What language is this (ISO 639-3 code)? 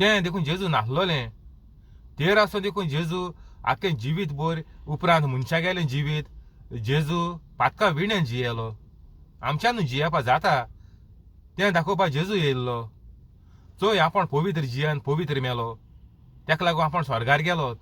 kok